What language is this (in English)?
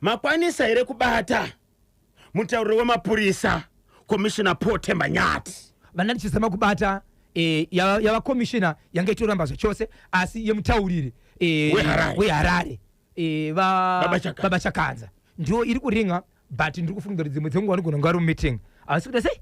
Shona